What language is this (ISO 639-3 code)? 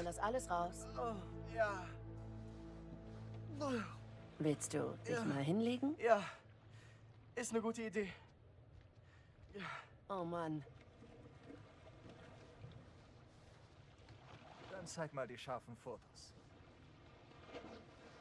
deu